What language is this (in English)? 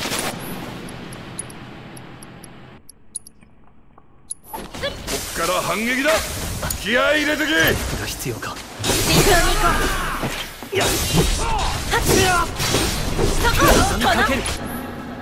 Japanese